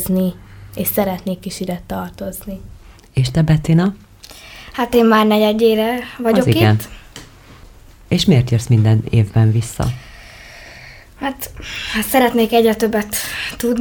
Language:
Hungarian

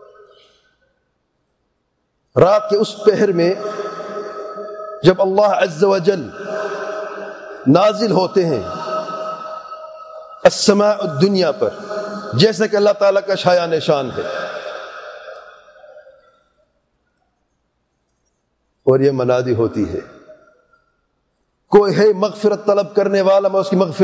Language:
Urdu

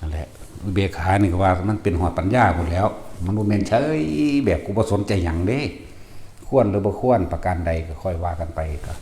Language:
Lao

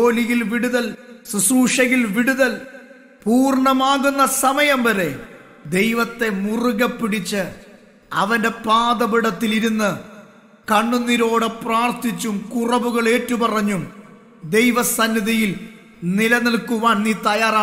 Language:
Malayalam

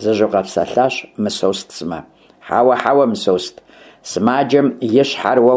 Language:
Kabardian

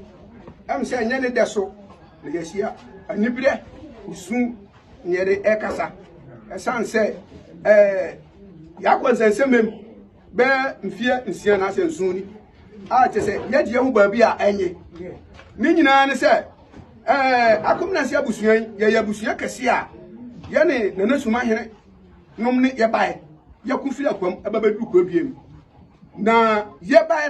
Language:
Akan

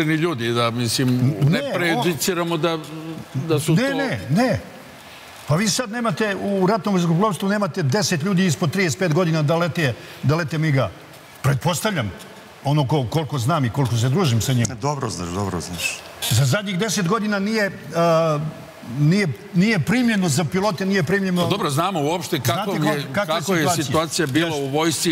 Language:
Serbian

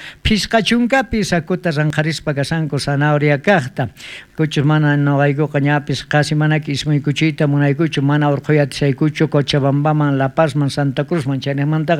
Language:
South Bolivian Quechua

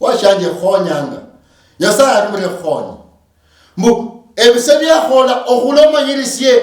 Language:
Luyia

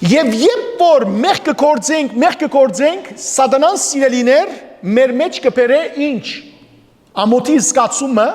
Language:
Western Armenian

